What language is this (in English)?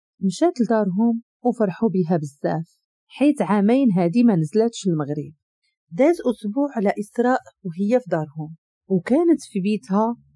Moroccan Arabic